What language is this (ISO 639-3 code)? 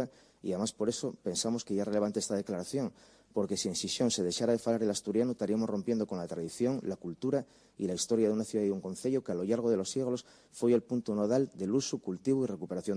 ast